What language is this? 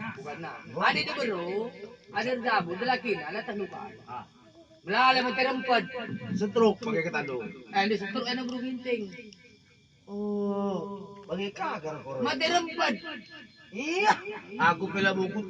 Batak Karo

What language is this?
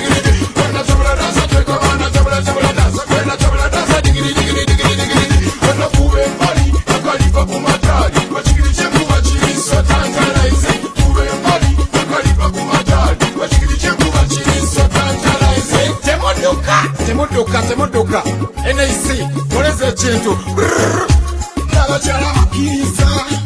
Swahili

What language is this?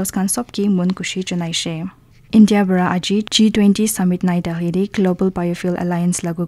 Naga Pidgin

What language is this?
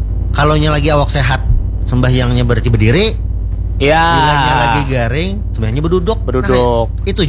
Banjar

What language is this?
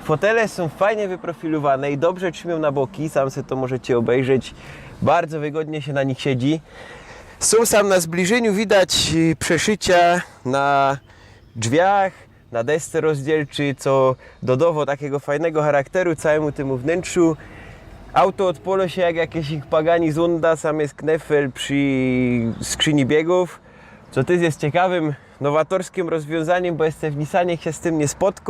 Silesian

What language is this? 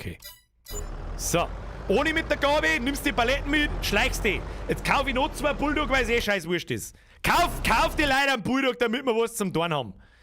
Bavarian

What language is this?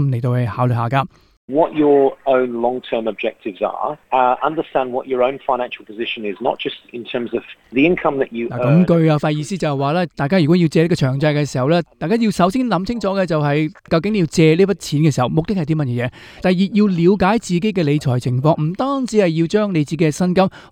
Cantonese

